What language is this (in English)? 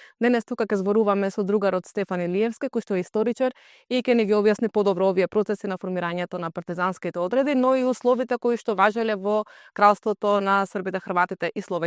Macedonian